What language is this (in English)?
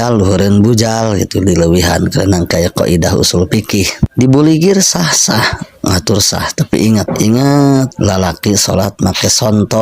Sundanese